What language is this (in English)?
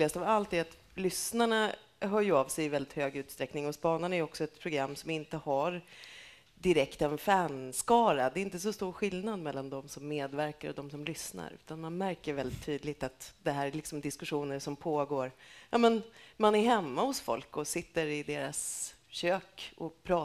Swedish